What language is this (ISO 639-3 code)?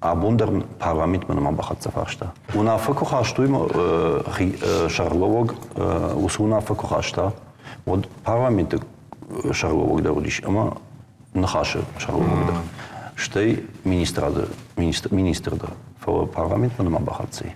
oss